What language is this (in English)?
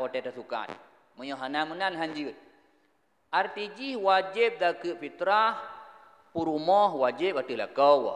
Achinese